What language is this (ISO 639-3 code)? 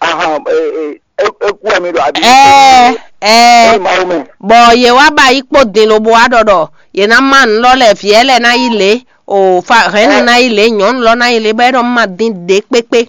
fon